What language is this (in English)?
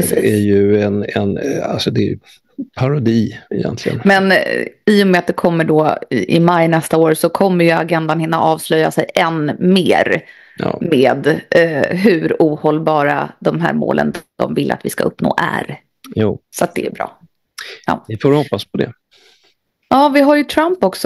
Swedish